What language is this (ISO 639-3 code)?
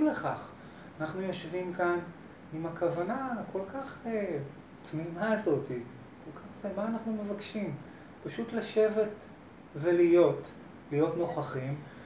heb